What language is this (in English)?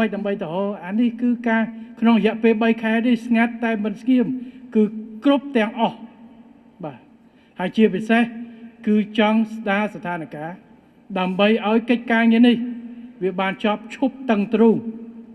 Khmer